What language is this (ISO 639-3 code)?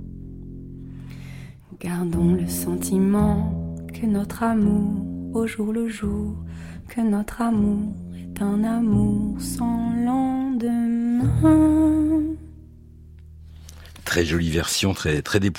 fra